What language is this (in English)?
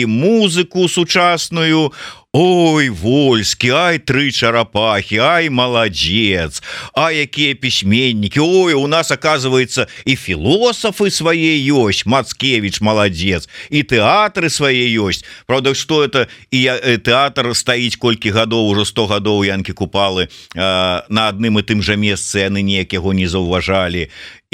Belarusian